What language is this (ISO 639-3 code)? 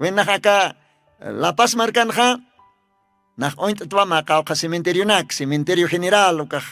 aym